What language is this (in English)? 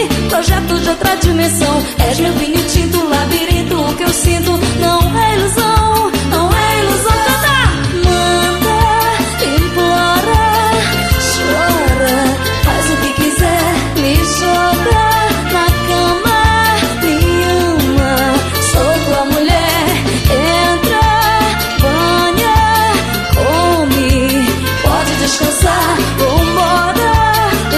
Portuguese